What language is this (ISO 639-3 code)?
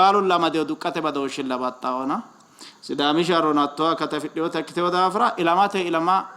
sid